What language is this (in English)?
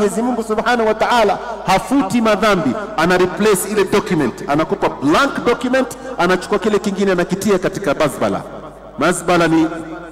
Swahili